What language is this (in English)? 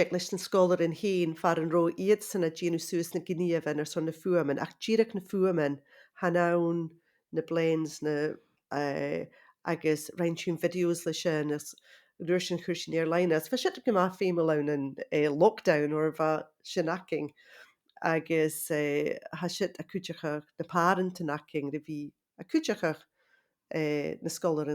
Scottish Gaelic